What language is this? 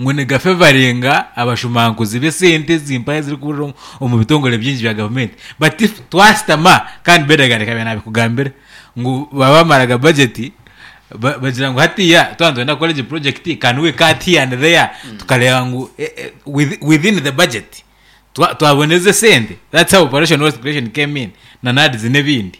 Nyankole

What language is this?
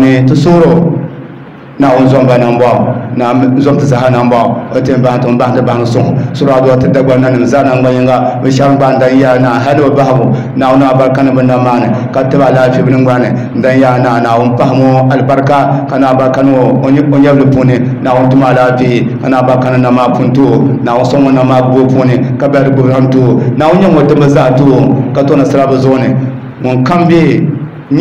Dagbani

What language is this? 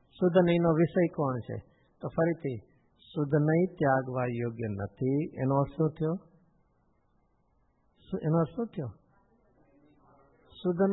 Gujarati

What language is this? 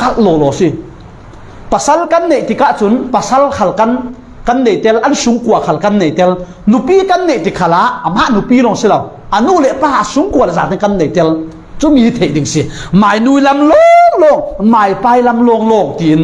Falam Chin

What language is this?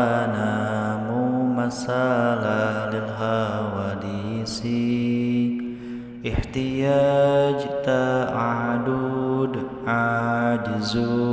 Sundanese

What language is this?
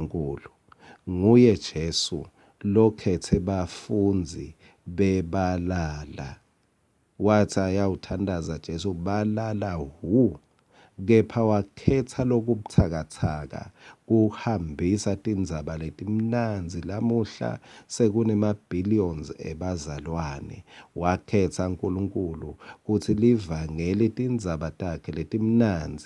Swati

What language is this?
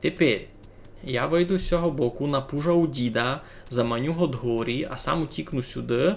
Rusyn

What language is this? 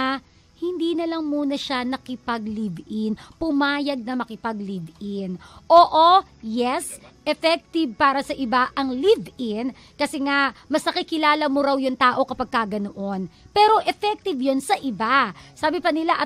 Filipino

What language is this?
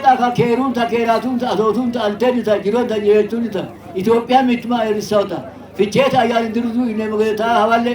Sidamo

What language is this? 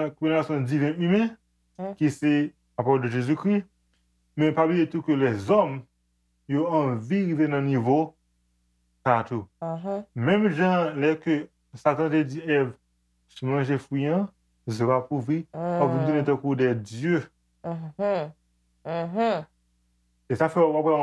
Haitian Creole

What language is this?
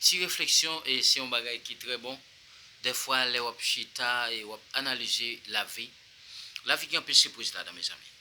Haitian Creole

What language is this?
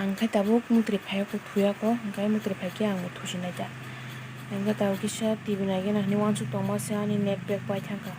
Kok Borok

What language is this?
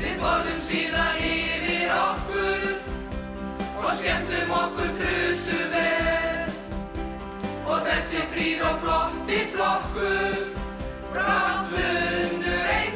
Icelandic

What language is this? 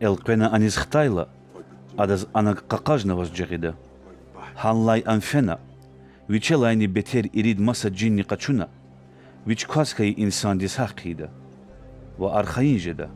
Lezghian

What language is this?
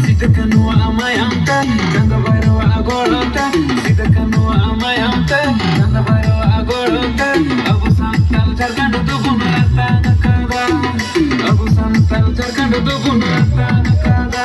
Santali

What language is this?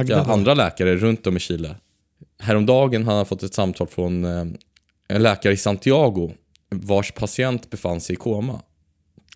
Swedish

